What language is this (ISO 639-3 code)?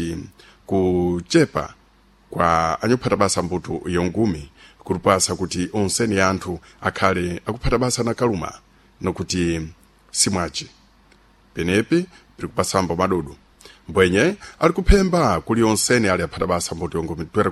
seh